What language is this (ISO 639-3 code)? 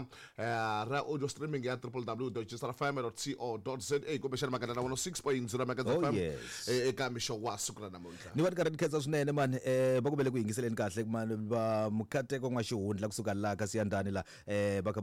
tso